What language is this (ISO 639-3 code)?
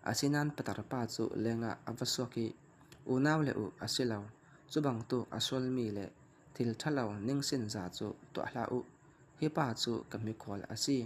cfm